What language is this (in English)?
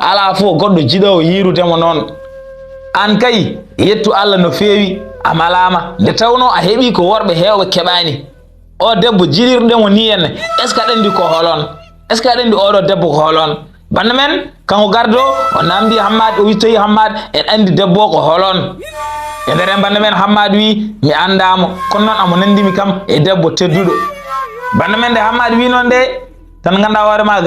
Fula